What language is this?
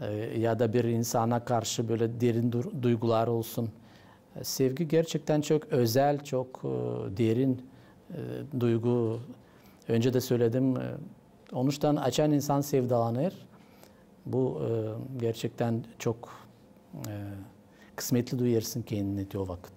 Gagauz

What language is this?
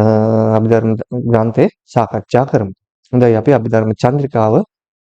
Sinhala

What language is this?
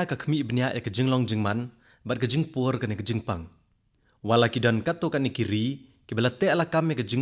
Khasi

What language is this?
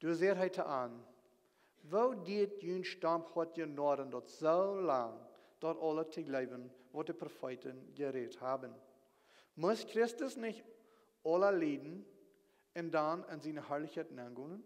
Plautdietsch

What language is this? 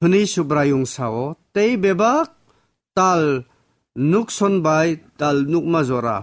Kok Borok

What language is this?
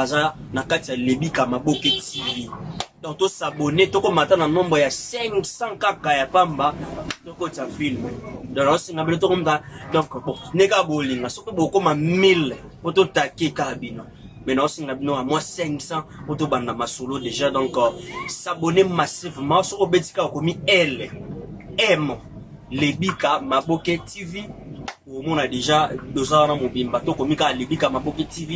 Lingala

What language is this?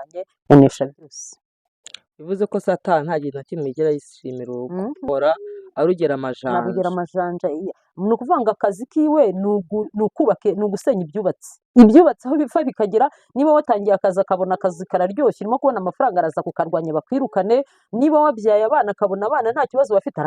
Kinyarwanda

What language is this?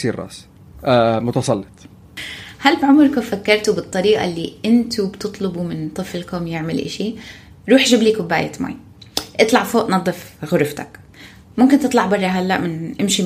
North Levantine Arabic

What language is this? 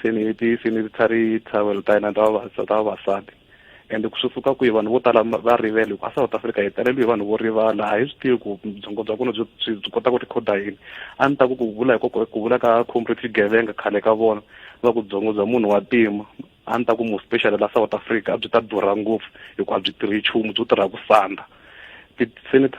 Tsonga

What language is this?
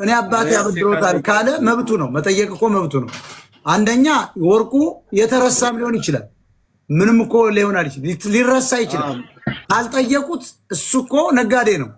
Amharic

